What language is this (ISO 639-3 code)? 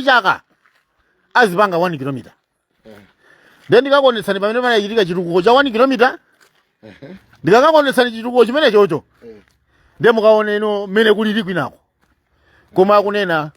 nya